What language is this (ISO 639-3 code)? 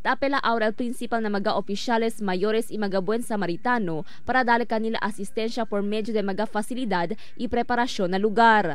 cbk